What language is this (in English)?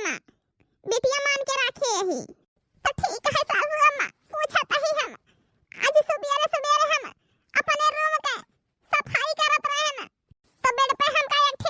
Awadhi